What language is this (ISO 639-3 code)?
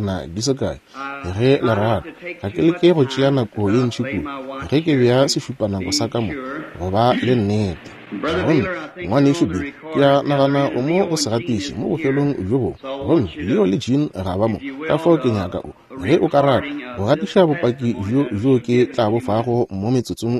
nso